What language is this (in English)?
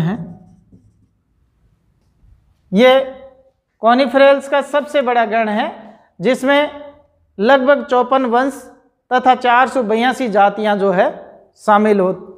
Hindi